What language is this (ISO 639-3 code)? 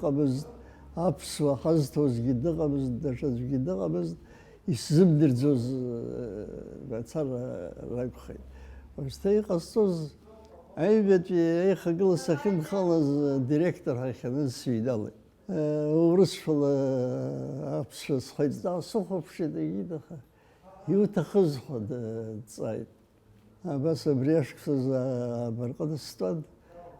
abk